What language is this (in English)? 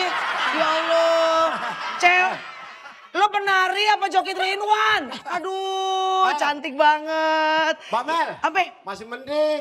Betawi